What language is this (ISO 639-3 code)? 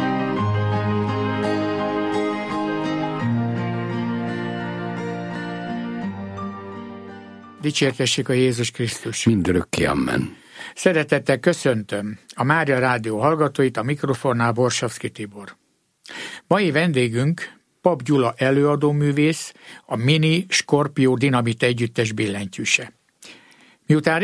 hun